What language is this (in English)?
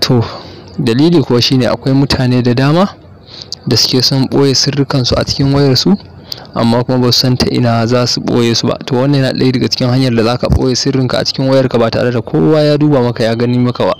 Hausa